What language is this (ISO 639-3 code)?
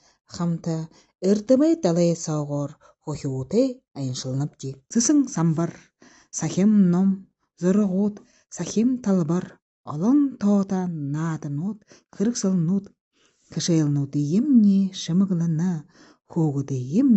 bua